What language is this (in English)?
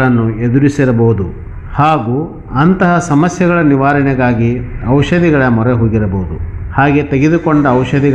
Kannada